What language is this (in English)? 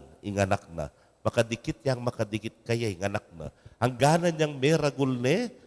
Pampanga